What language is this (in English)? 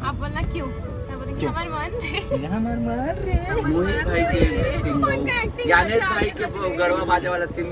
Chhattisgarhi